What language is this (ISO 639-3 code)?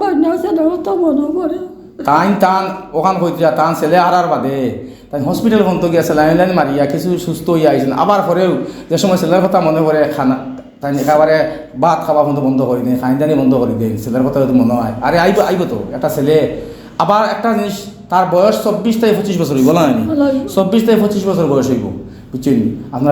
syl